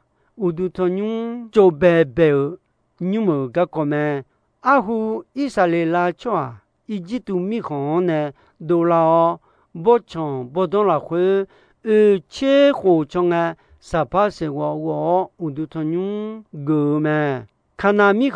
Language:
Akha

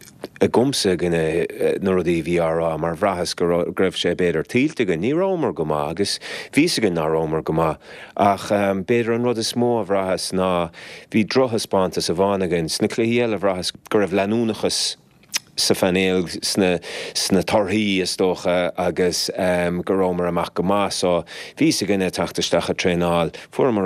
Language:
Irish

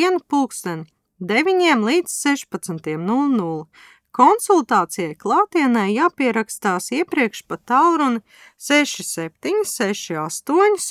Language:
Latvian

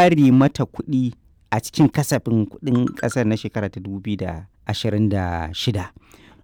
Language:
Hausa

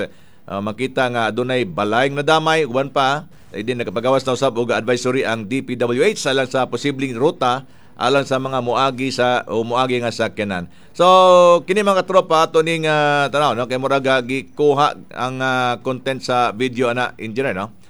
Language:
Cebuano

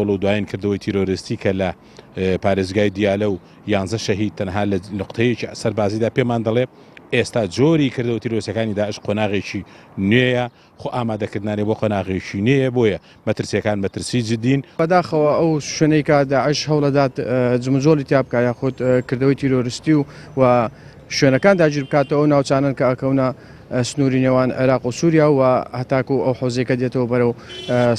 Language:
Central Kurdish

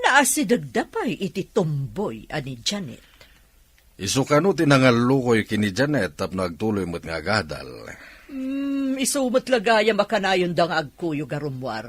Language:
Iloko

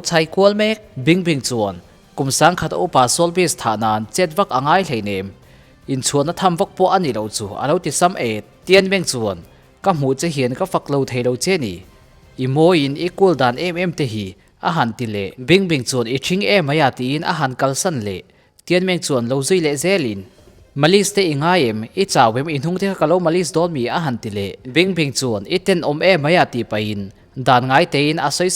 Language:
Mizo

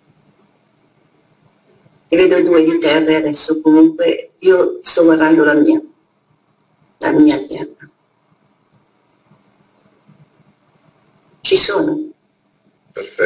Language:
Italian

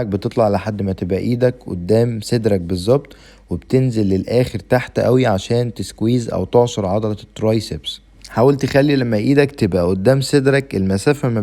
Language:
Egyptian Arabic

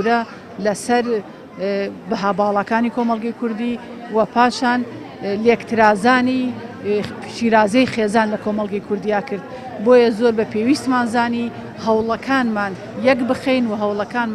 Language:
Central Kurdish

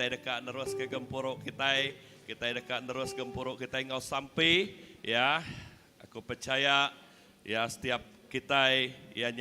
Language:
Iban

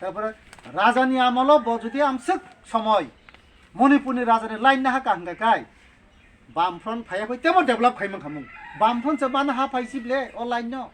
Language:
Kok Borok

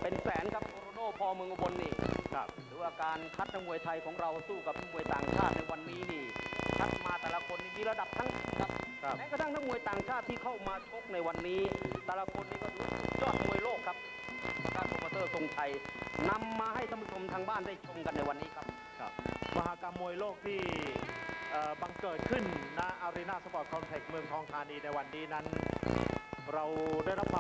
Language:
Thai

